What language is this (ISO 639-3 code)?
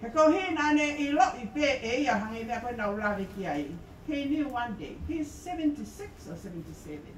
ton